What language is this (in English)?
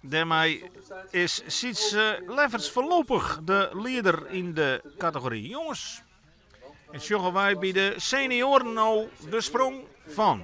Western Frisian